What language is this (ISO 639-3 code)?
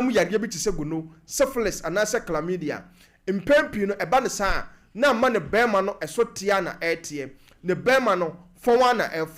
aka